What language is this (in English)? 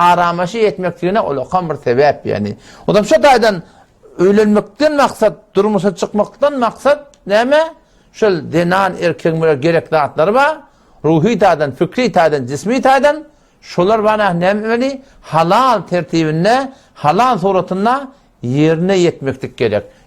Turkmen